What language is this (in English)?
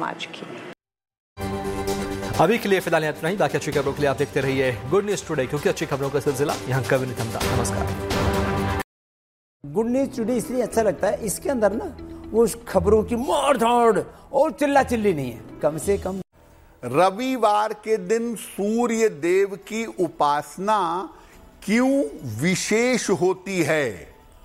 Hindi